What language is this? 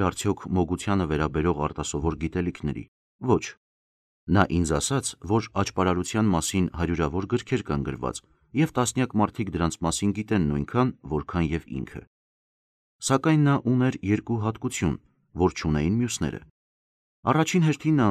Armenian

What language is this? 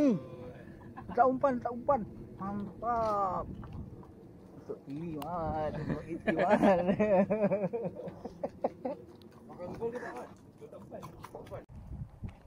Malay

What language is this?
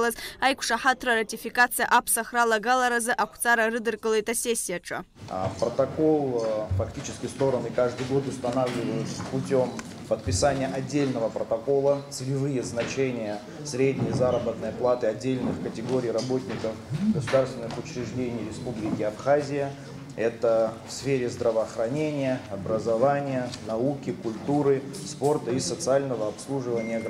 Abkhazian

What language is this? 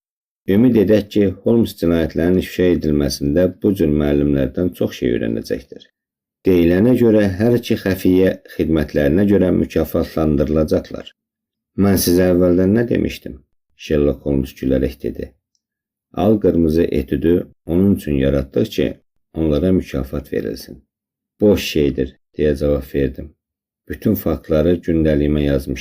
Azerbaijani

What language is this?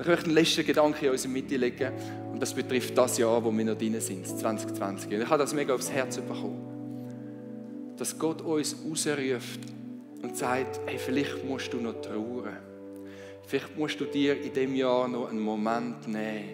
Swiss German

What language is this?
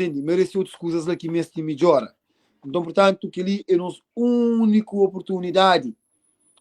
Kabuverdianu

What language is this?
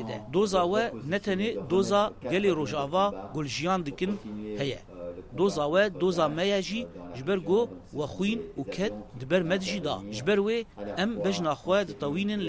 Kurdish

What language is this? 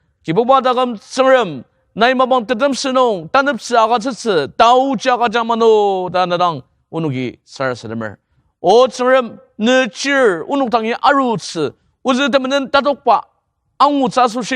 Ao Naga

